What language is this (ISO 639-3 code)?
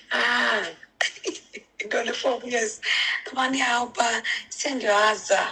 yor